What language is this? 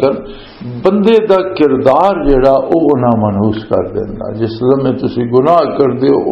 Western Panjabi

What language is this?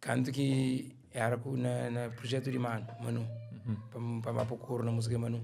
Kabuverdianu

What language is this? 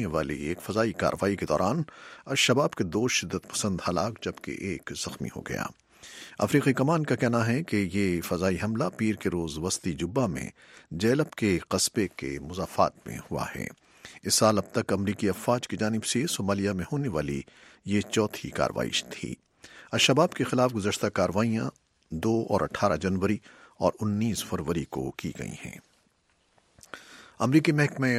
Urdu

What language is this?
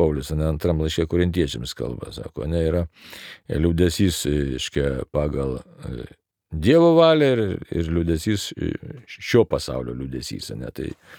Lithuanian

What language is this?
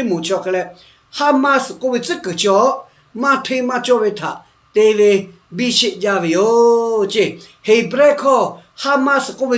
Lahu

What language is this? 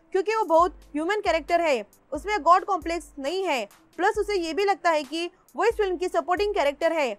Hindi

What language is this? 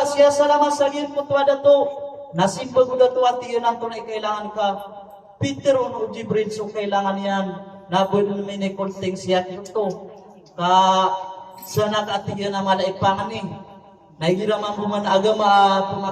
Maranao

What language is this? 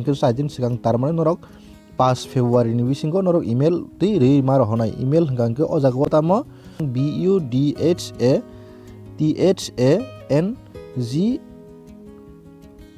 Kok Borok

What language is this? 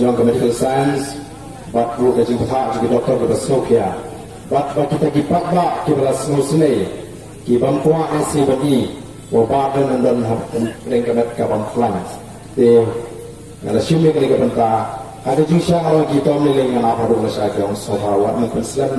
Khasi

